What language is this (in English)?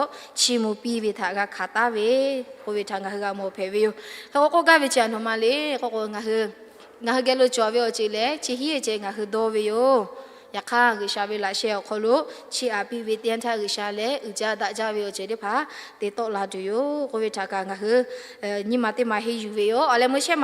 Lahu